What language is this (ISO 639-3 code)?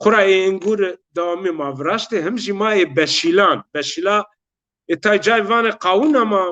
zza